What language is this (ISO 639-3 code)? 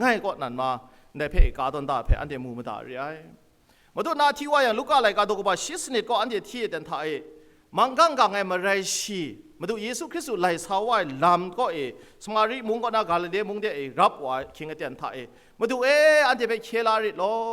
kac